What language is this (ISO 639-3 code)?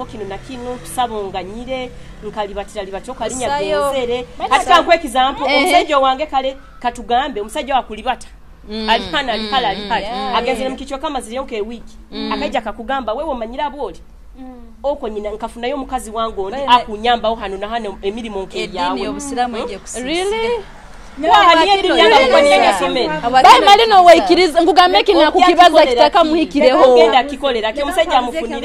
nyo